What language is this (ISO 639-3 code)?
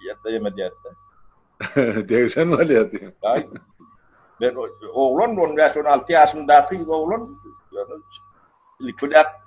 tuk